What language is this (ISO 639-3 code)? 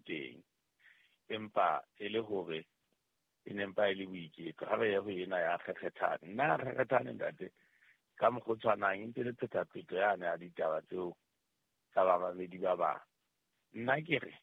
sot